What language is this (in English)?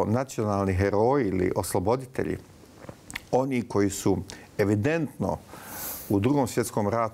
Bosnian